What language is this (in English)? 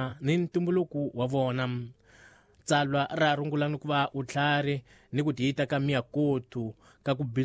Tsonga